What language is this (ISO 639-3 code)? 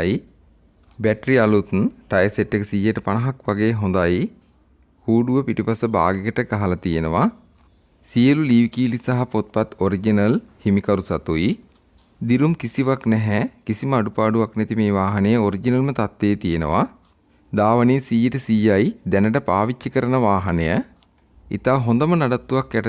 sin